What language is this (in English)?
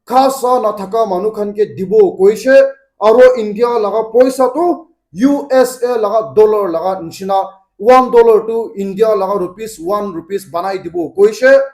Naga Pidgin